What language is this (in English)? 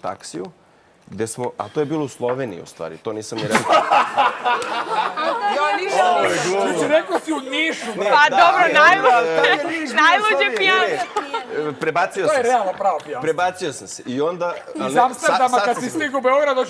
Serbian